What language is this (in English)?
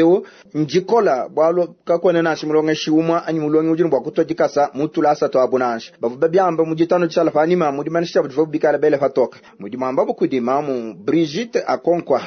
Luba-Lulua